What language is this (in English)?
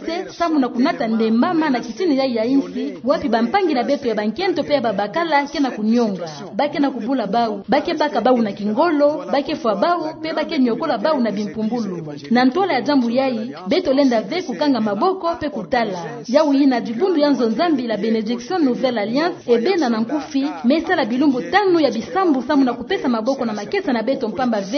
Kituba (Democratic Republic of Congo)